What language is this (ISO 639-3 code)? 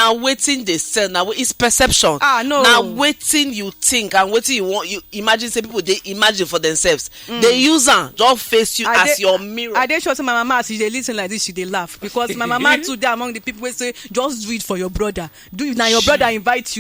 pcm